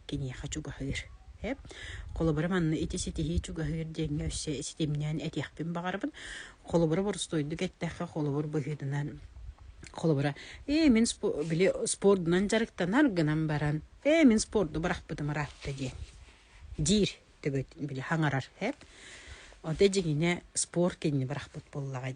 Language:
Yakut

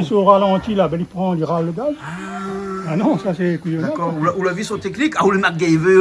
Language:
Réunion Creole French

